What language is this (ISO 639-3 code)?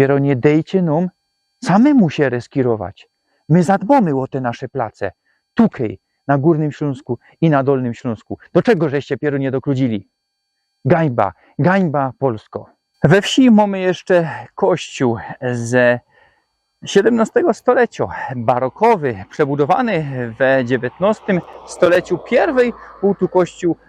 szl